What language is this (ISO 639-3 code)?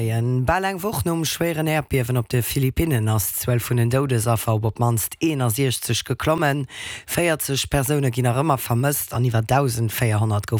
ltz